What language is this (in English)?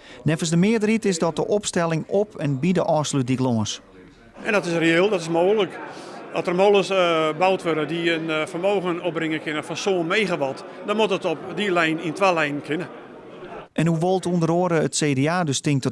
Western Frisian